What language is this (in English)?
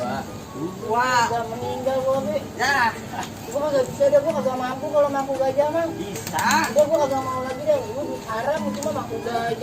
Betawi